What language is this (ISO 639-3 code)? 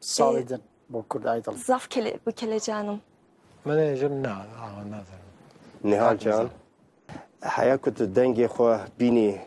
kur